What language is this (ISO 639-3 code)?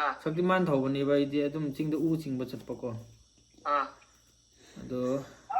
mni